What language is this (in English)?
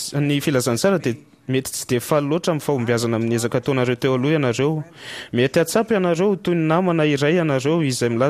Malagasy